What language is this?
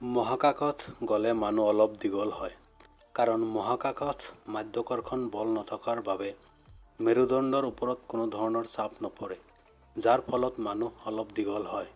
Assamese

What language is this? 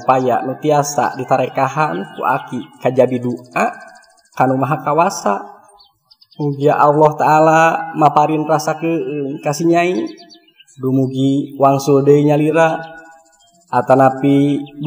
Sundanese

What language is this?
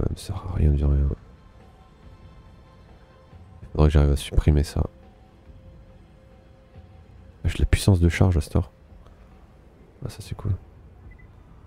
French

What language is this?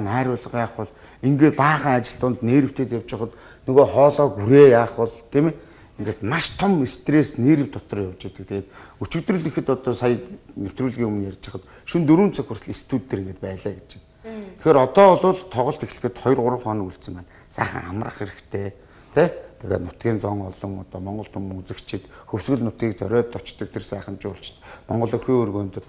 Mongolian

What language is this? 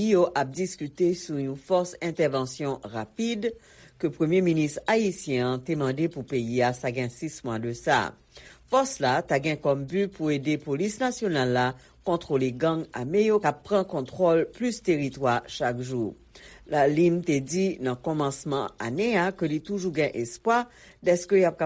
Haitian Creole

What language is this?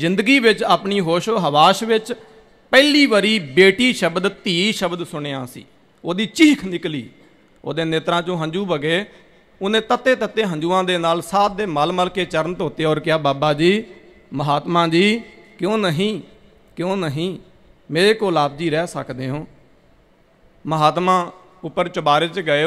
Punjabi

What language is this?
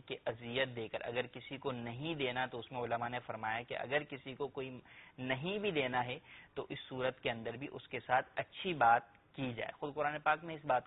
Urdu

